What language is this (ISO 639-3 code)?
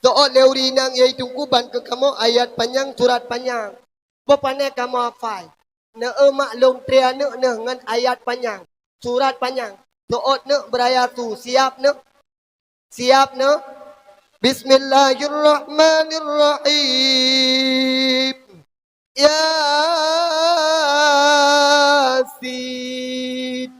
ace